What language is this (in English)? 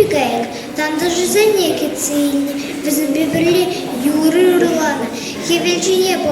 Chuvash